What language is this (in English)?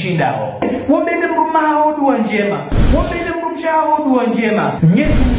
Ngazidja Comorian